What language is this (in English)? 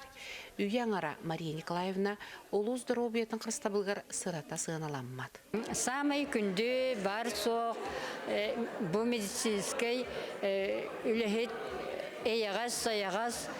Yakut